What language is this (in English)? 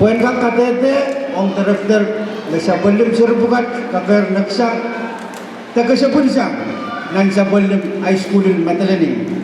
Pohnpeian